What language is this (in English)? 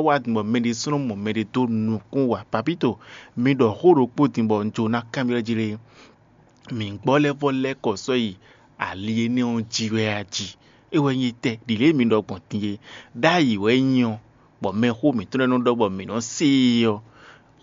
Fon